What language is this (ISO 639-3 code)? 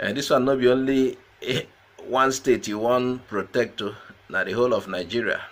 pcm